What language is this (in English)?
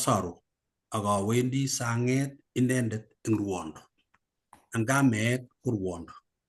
Kalenjin